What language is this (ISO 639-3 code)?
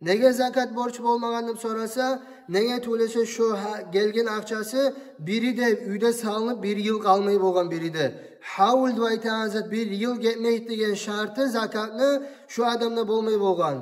kum